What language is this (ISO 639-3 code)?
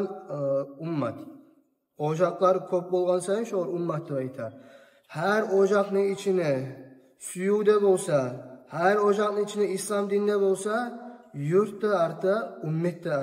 kum